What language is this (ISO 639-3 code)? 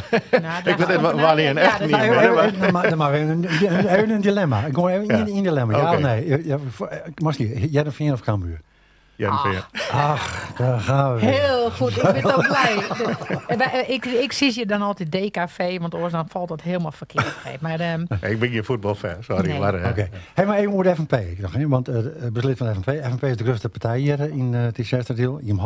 fry